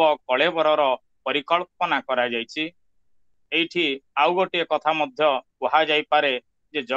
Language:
Odia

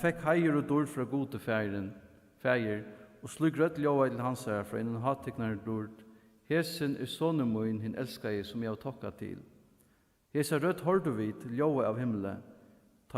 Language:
Faroese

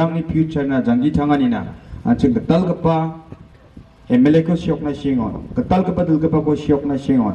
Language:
Garo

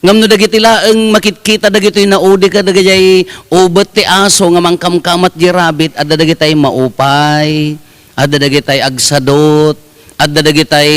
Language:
Iloko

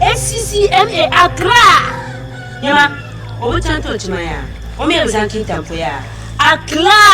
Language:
Dagbani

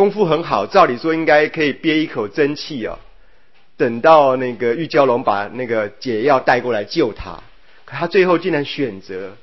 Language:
Chinese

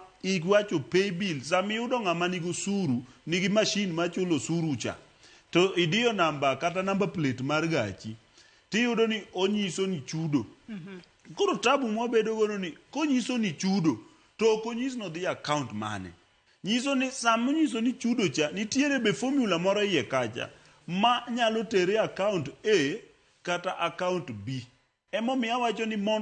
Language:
Luo (Kenya and Tanzania)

